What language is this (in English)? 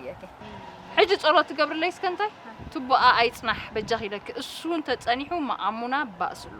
Tigrinya